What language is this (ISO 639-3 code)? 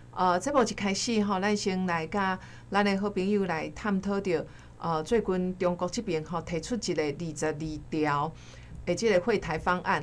nan